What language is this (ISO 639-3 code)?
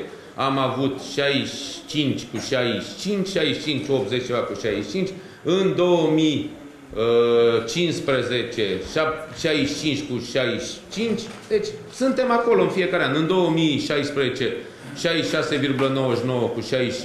ron